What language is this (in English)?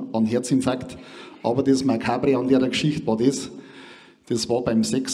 Bavarian